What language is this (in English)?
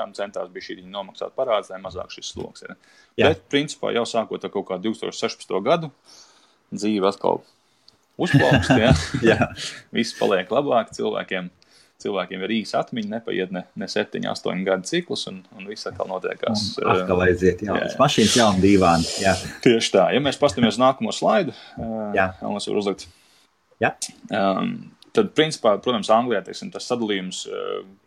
Latvian